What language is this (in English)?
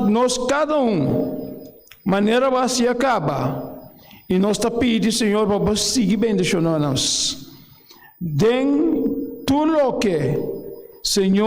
Papiamento